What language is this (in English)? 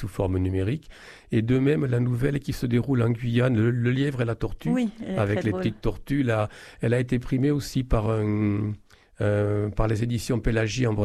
French